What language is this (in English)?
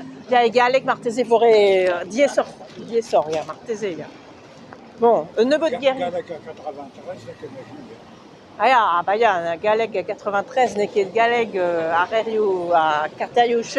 Breton